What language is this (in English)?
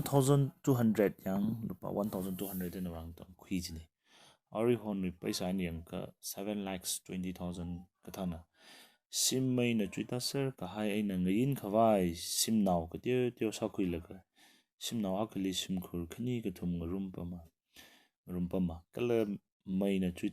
Tangkhul Naga (India)